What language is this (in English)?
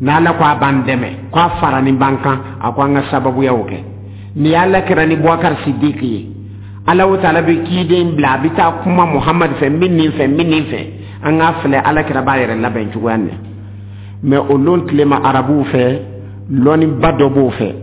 Dyula